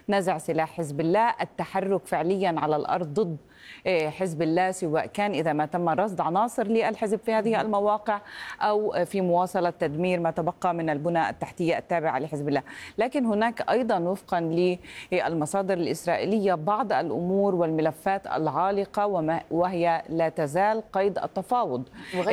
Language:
Arabic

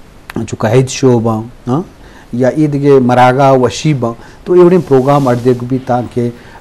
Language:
Eastern Balochi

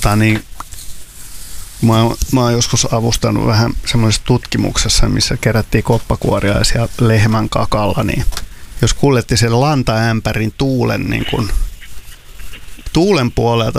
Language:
Finnish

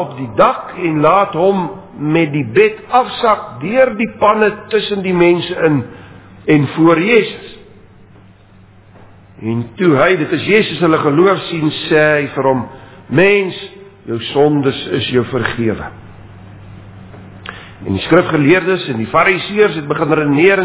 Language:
Afrikaans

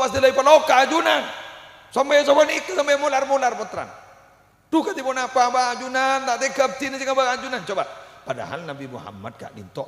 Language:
Madurese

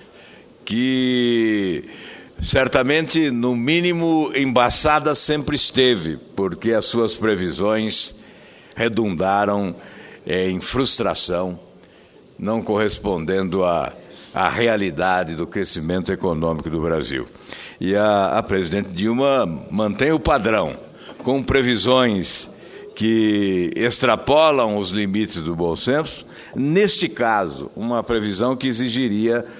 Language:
Portuguese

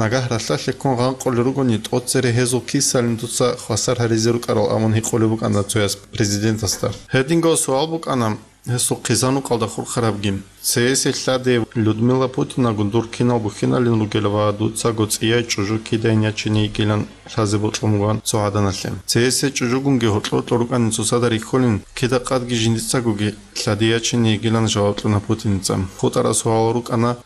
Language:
Avaric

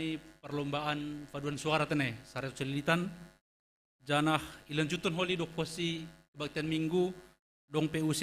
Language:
Batak Simalungun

